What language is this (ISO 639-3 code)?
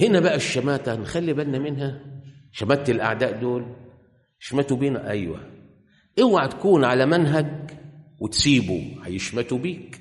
arz